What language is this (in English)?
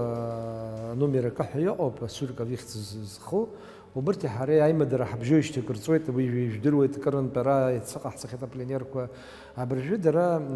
Abkhazian